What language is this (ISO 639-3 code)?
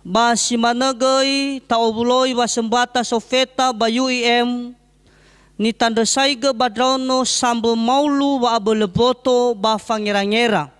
nia